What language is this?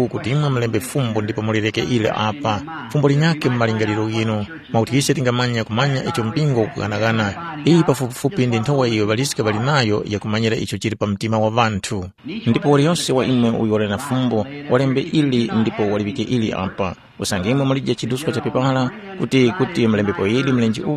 Tumbuka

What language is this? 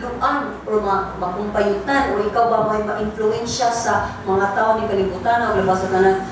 Cebuano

